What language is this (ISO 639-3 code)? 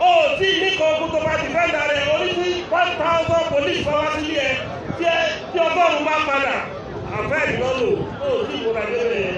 yor